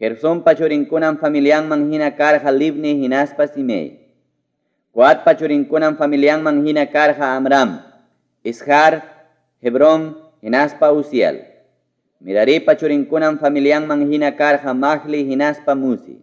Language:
Ayacucho Quechua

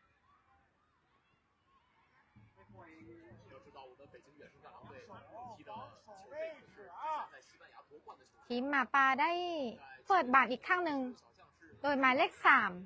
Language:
Lao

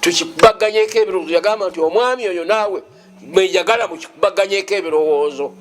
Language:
Ganda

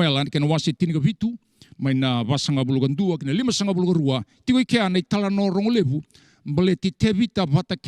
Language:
Fijian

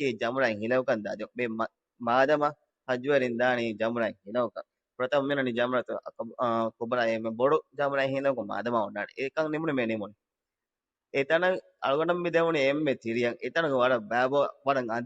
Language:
Divehi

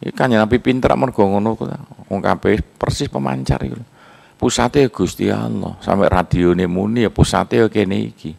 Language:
Javanese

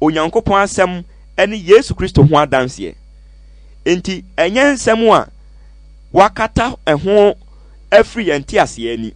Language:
Akan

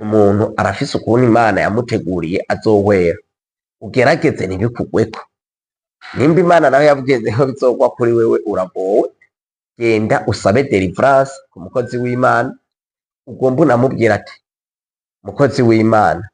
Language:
Rundi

